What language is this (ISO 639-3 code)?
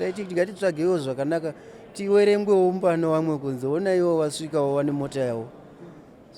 sna